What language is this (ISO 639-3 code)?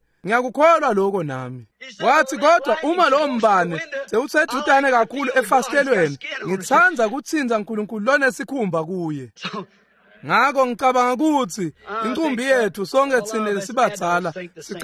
ssw